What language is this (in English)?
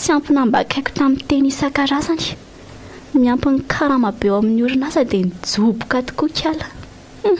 Malagasy